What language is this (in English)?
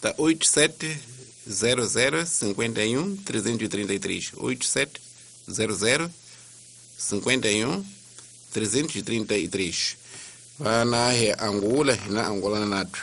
Tsonga